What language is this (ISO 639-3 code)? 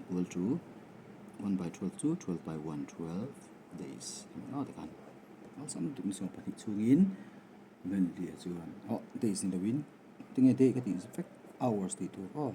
lus